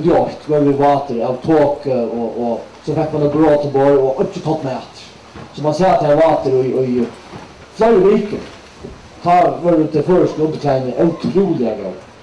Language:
Faroese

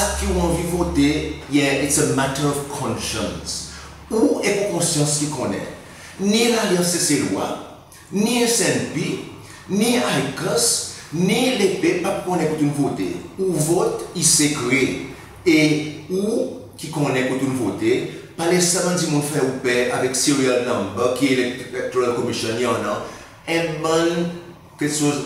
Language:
Seselwa Creole French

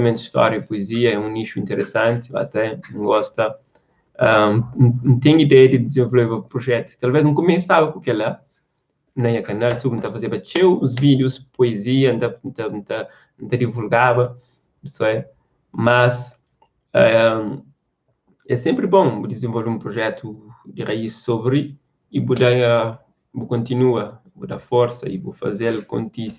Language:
Kabuverdianu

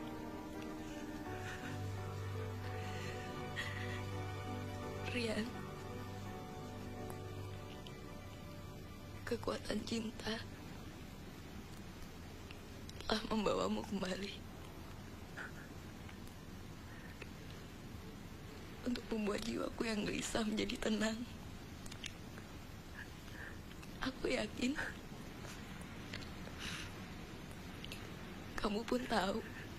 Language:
Indonesian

